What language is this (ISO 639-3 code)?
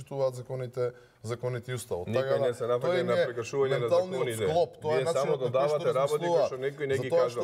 mkd